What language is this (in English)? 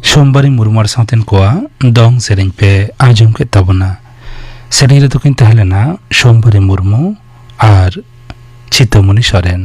Santali